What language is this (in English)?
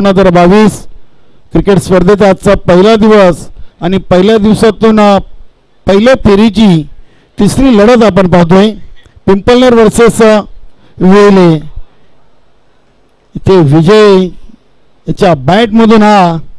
Marathi